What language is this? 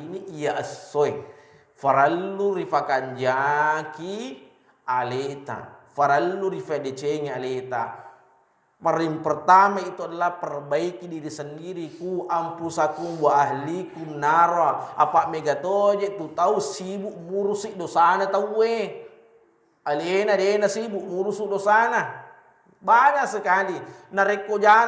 Buginese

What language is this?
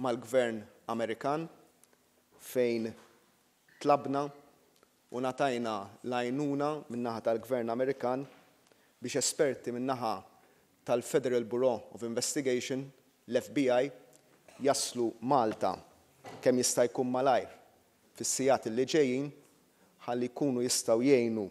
Maltese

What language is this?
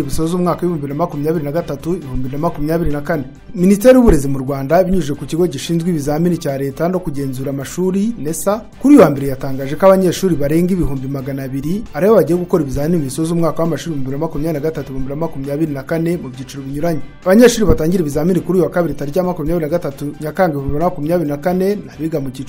Kinyarwanda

